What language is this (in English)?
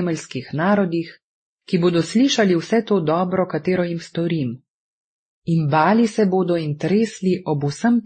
Slovenian